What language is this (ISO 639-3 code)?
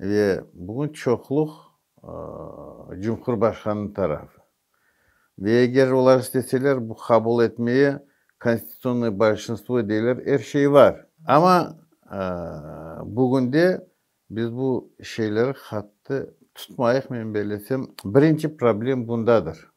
crh